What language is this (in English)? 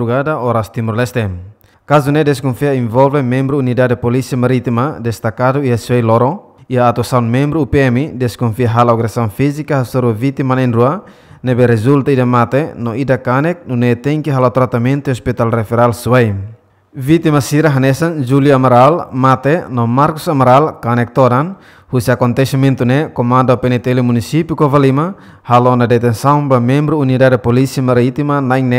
Tetum